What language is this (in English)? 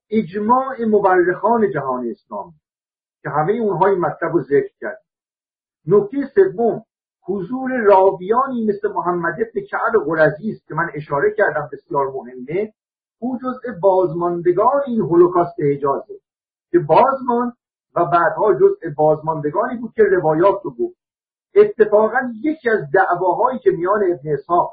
Persian